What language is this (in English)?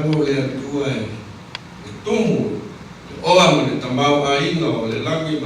Samoan